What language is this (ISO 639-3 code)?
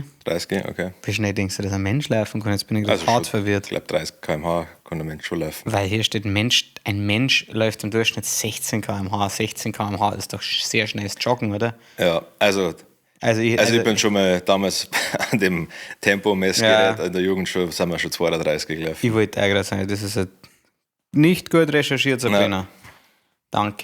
bar